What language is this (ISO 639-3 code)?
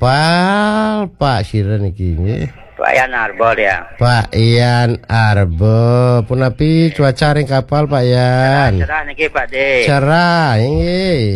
ban